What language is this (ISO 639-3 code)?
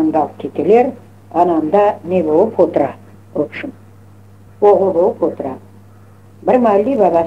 crh